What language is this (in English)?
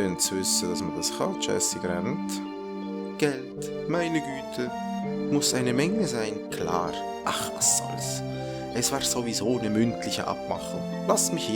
Swiss German